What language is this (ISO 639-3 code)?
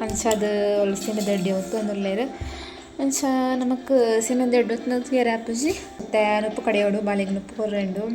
tcy